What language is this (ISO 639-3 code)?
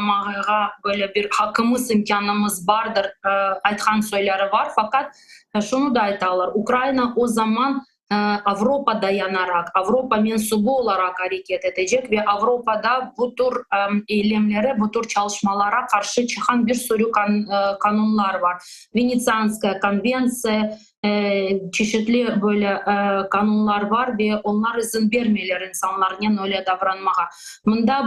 crh